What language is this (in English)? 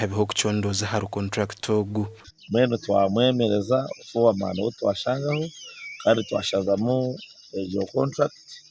Nyankole